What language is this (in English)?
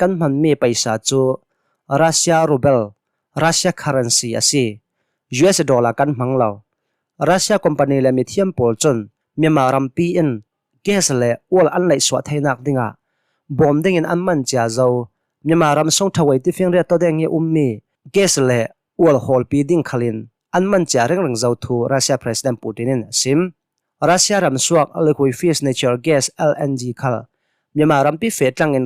Hakha Chin